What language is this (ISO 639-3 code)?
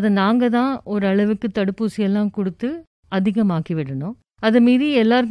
tam